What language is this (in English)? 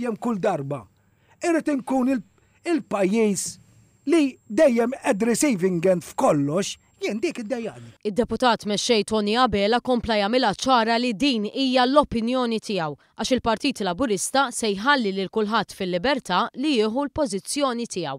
Maltese